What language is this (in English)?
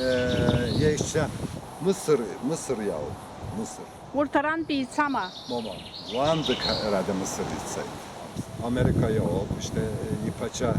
Abkhazian